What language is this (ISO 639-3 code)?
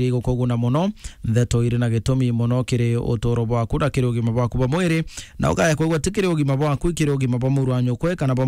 mer